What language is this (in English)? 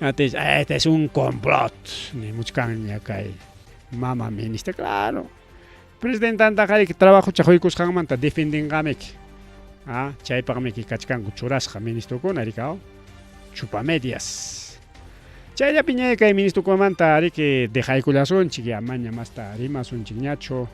Ayacucho Quechua